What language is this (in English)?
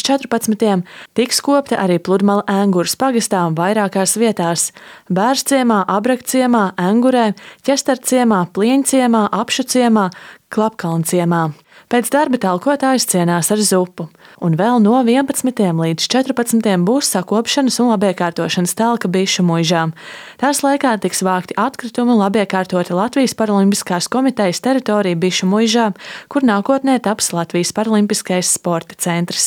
Latvian